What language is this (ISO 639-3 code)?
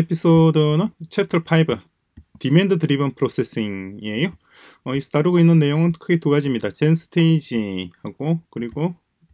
kor